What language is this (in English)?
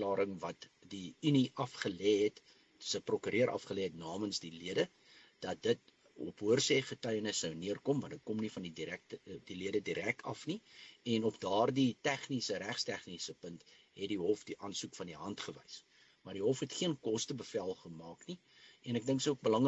Afrikaans